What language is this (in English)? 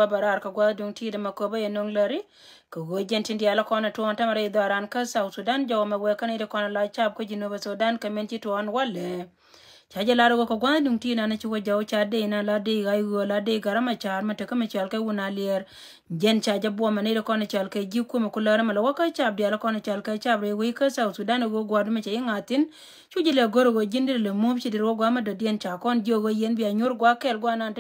Nuer